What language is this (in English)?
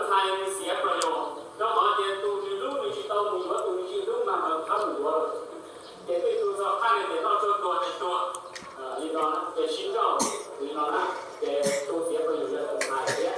Hmong